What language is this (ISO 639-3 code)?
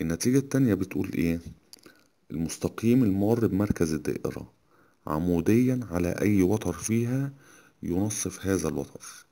arz